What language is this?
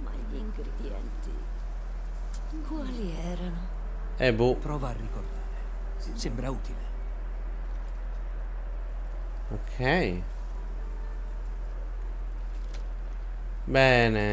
Italian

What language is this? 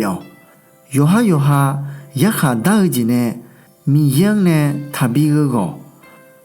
Akha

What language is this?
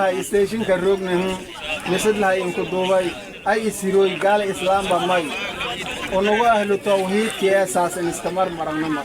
Somali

